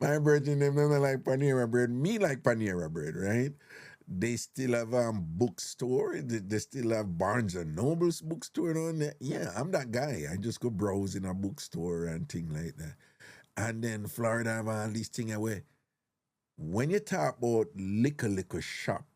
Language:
Jamaican Creole English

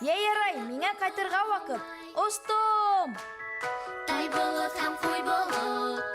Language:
Bashkir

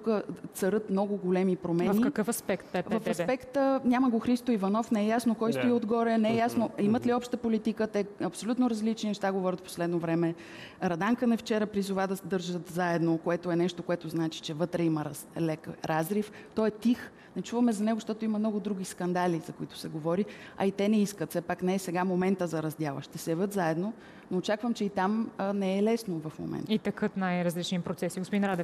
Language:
Bulgarian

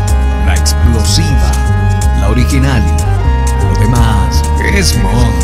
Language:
Spanish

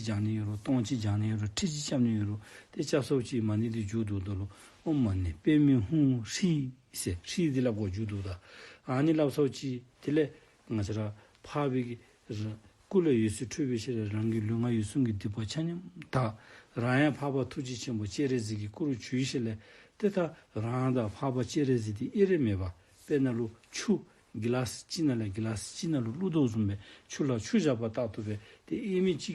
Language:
Dzongkha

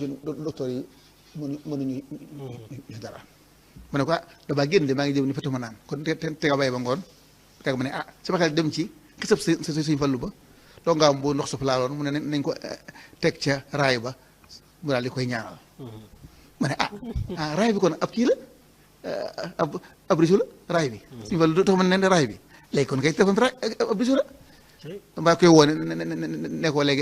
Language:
Wolof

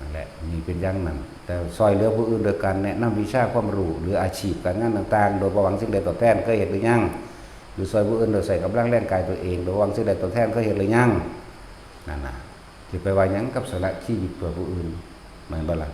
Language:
Northeastern Thai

